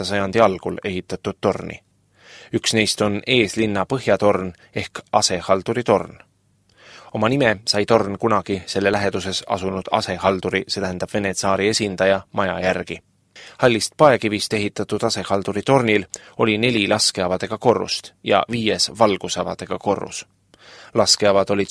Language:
Estonian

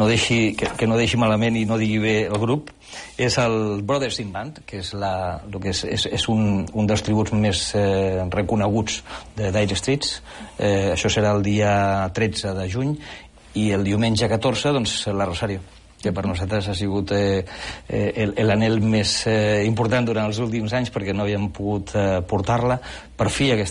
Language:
Catalan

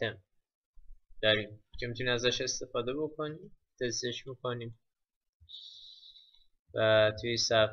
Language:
Persian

